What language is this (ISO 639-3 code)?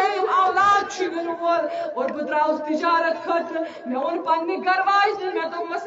kas